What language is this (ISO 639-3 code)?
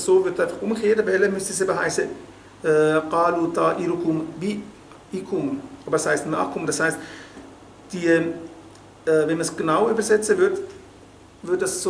gsw